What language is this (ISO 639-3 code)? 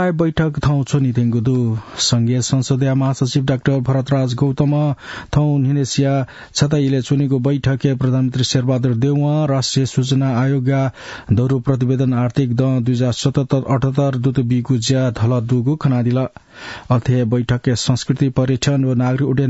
new